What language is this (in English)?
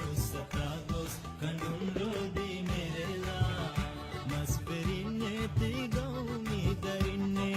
Divehi